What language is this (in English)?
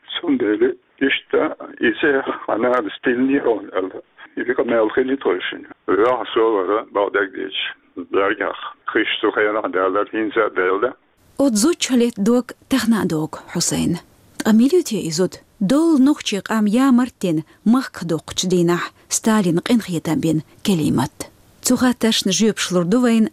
Chechen